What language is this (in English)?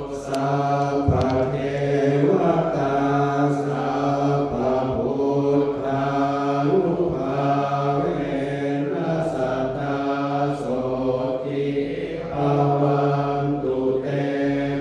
Pali